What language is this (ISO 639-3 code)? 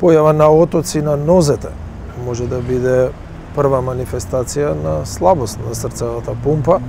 mkd